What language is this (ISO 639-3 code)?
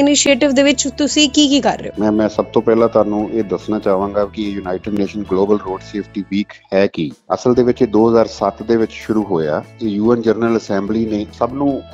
pan